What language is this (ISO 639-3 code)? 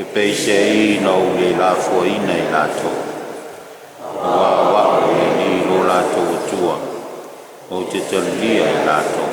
smo